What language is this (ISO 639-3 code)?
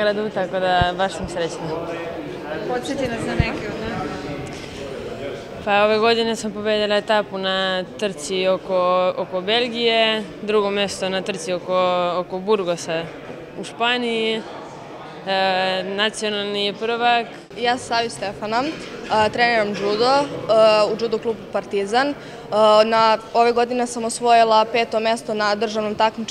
srp